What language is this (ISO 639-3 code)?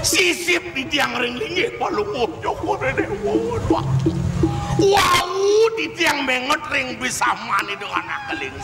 ban